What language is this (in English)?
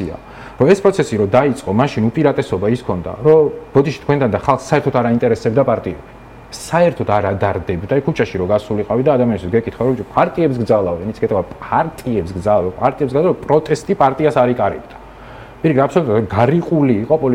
Georgian